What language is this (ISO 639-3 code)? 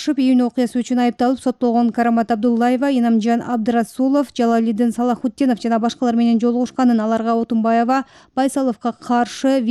kir